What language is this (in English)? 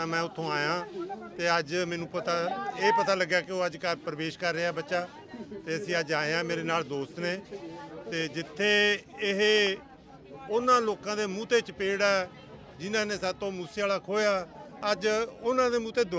Punjabi